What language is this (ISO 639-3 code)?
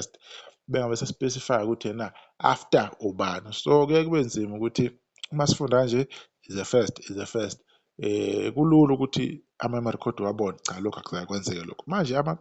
zul